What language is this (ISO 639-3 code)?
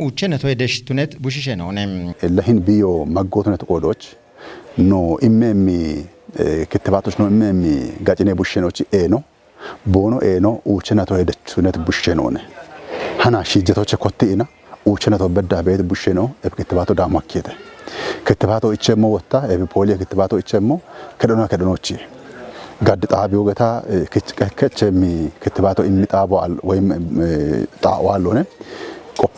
kbr